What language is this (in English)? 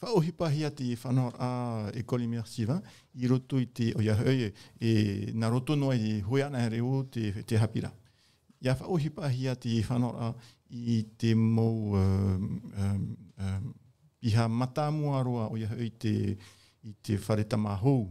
Tahitian